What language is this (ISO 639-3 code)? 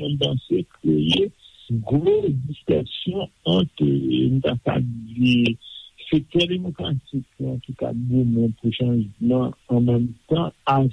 hat